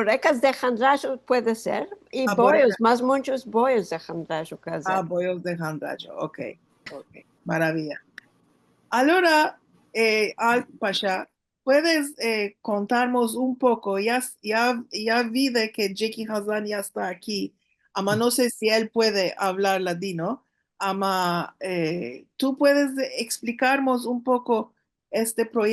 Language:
Ladino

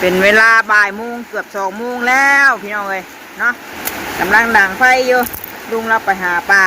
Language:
Northeastern Thai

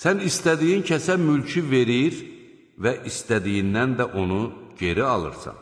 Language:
Azerbaijani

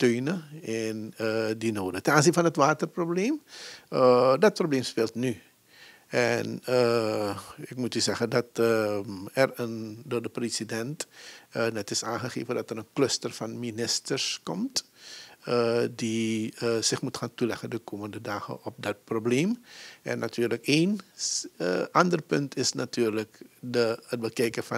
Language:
Dutch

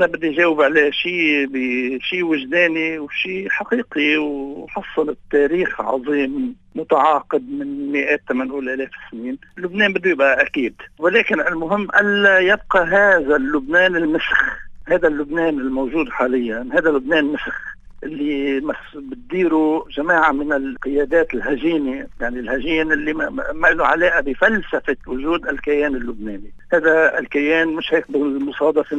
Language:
North Levantine Arabic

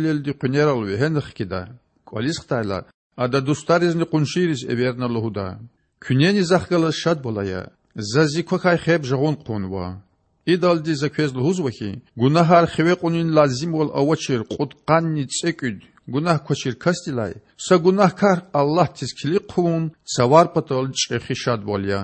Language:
Lezghian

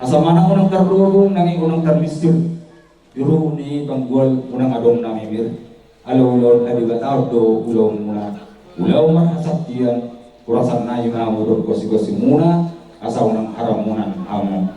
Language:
Batak Toba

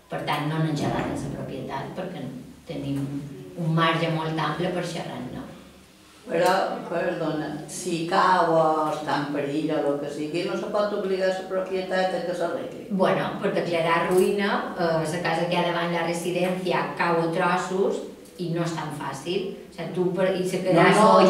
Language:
Catalan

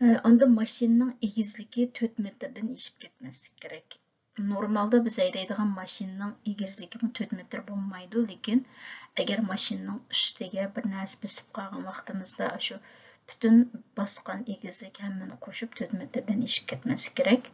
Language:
Uyghur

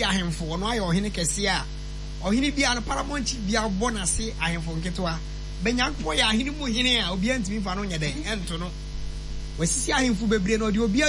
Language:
Akan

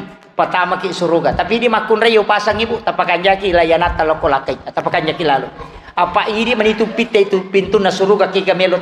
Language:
Buginese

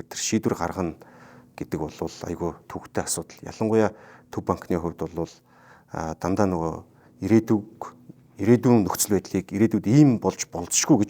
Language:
Mongolian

